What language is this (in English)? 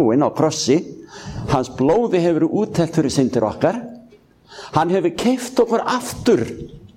Icelandic